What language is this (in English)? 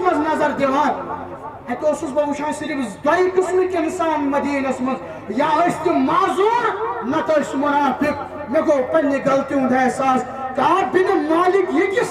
Kashmiri